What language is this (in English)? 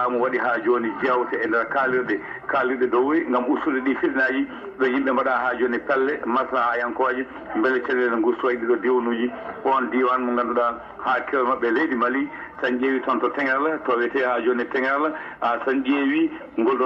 Fula